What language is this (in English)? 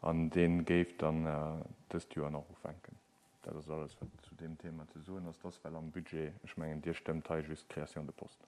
Luxembourgish